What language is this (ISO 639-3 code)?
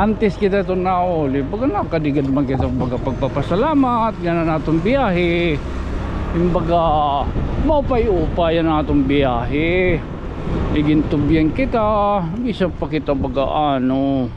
war